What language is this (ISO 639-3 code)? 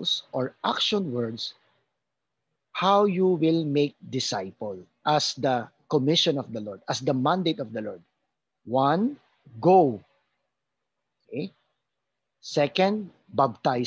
fil